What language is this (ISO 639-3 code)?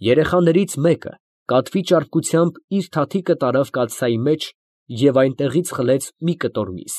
hye